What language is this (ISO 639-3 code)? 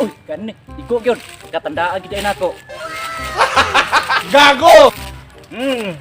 ceb